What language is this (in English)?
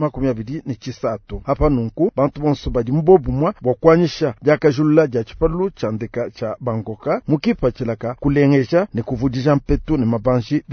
Luba-Lulua